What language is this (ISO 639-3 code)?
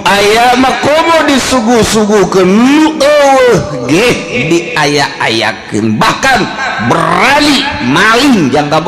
sun